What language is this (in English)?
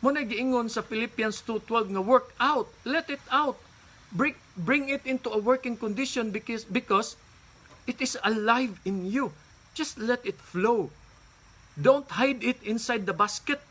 Cebuano